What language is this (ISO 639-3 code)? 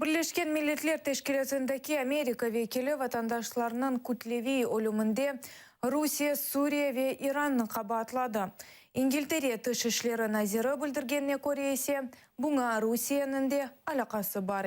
crh